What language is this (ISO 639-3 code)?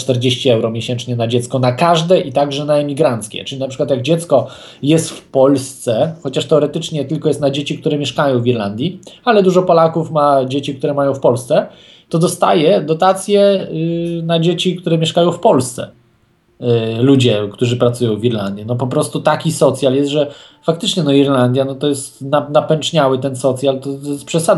pol